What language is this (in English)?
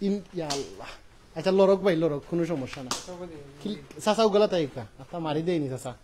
Sylheti